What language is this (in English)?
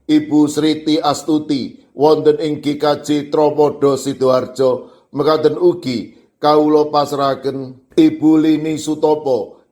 Javanese